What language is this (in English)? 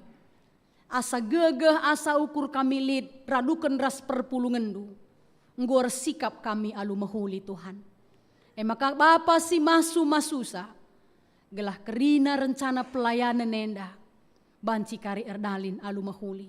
Batak Karo